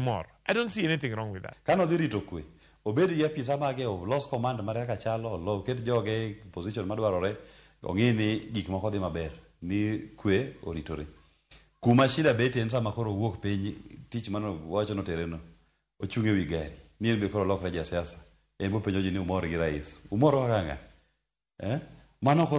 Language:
Luo (Kenya and Tanzania)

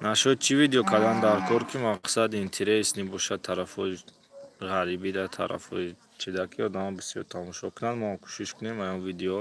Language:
Tajik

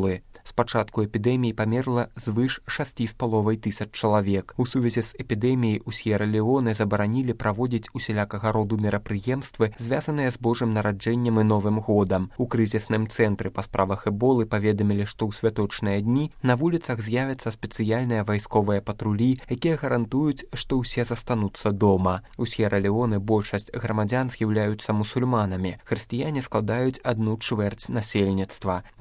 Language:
Belarusian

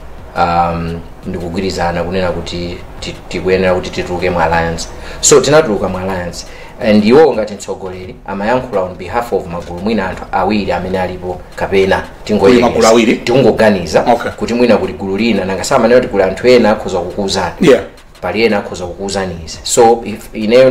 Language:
Nyanja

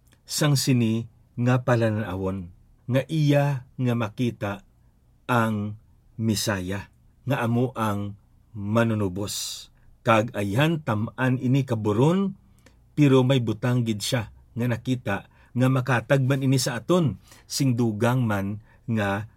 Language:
Hiligaynon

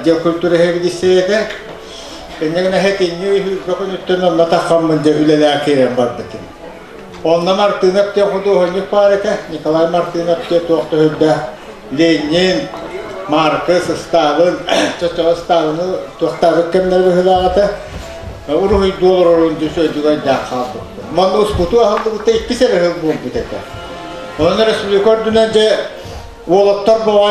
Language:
Yakut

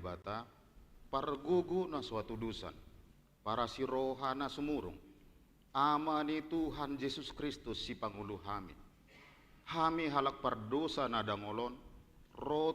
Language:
Batak Toba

